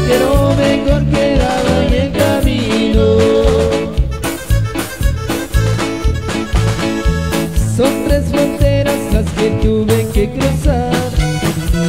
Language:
Spanish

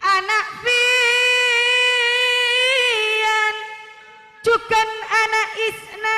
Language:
Madurese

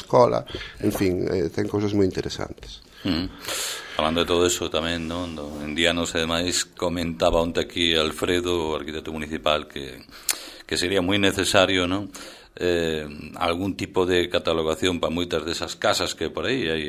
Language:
Galician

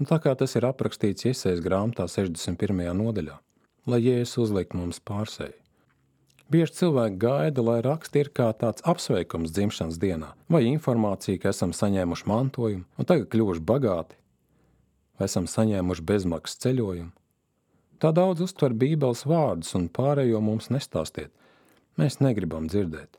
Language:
Latvian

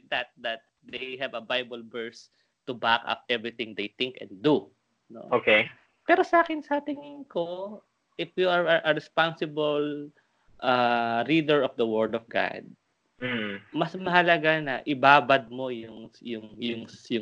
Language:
Filipino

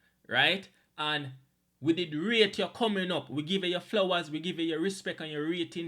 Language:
Jamaican Creole English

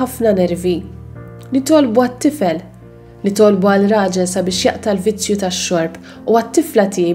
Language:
Maltese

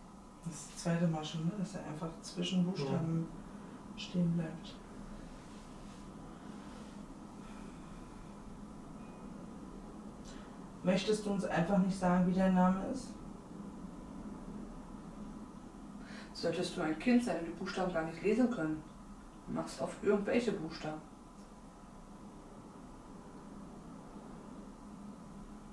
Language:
German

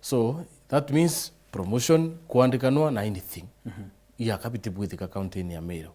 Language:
Meru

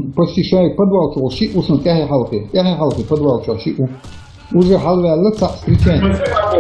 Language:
Chechen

